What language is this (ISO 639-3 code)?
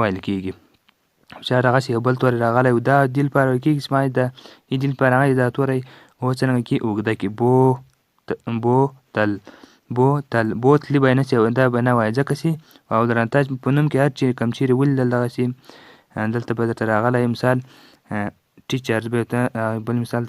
pus